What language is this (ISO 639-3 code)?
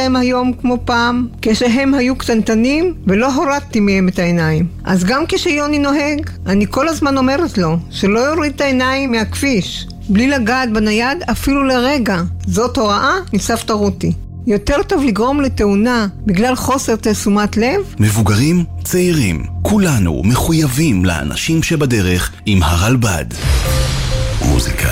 heb